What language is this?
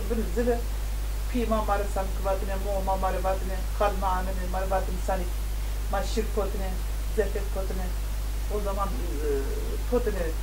Zaza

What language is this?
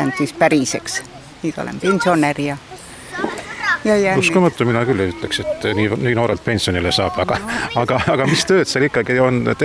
Estonian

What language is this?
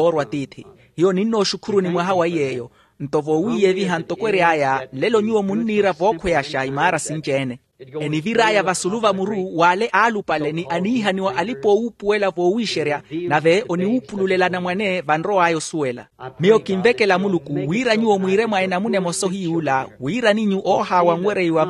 Makhuwa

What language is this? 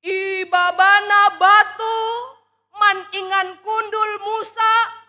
Batak Karo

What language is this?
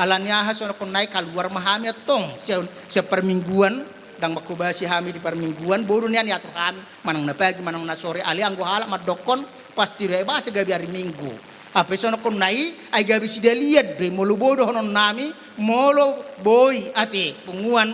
Batak Toba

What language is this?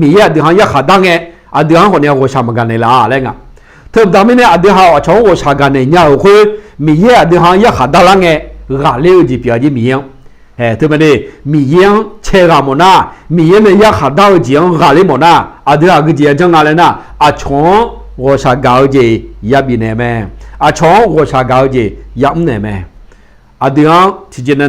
Akha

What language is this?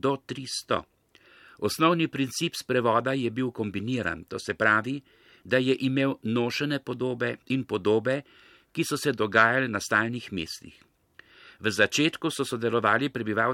Slovenian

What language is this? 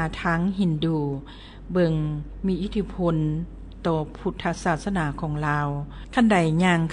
Lao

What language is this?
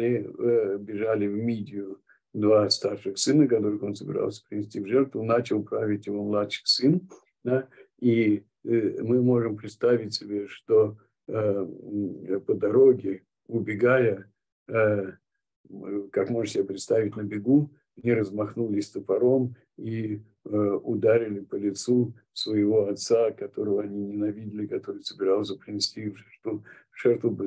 Russian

